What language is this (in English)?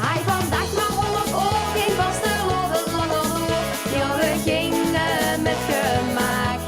Limburgish